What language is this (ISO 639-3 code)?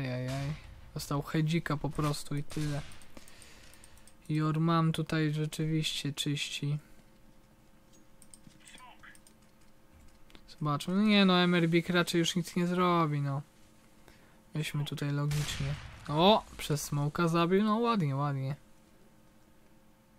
pol